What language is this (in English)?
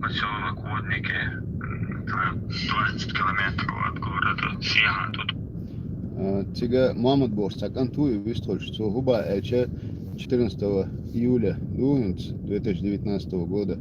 Chechen